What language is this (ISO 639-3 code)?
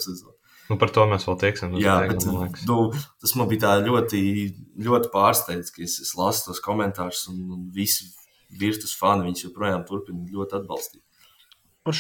lav